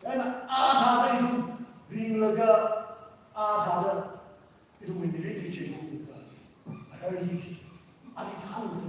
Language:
Tangkhul Naga (India)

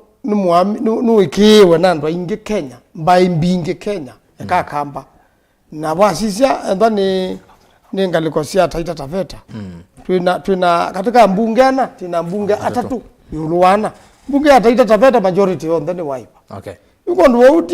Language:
Kamba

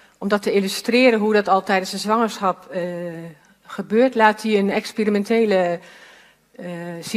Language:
Dutch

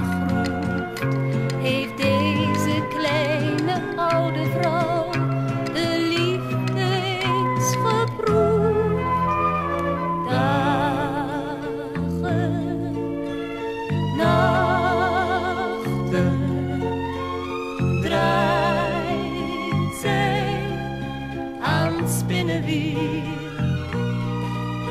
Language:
Dutch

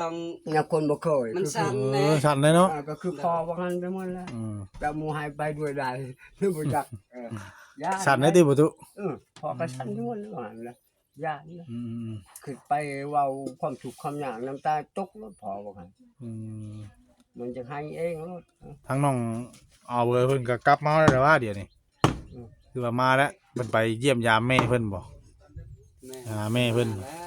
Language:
Northeastern Thai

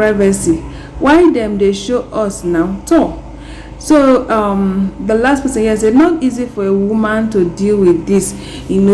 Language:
Nigerian Pidgin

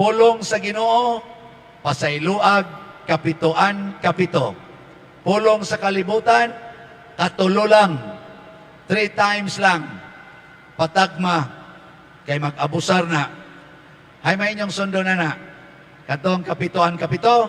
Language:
Cebuano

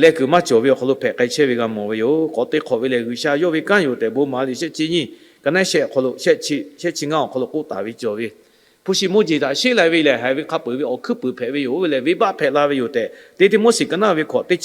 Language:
Lahu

